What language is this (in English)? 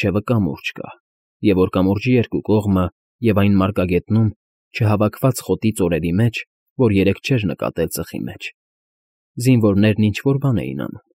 Armenian